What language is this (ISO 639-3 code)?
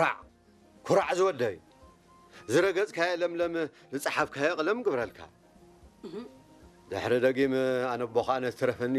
tir